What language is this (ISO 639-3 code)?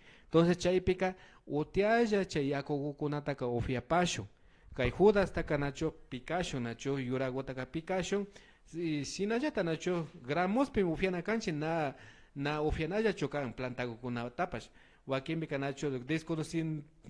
qvi